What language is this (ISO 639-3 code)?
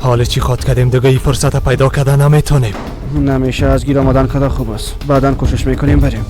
fas